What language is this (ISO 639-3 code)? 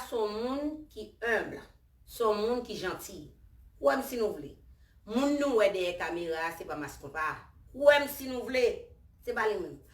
hat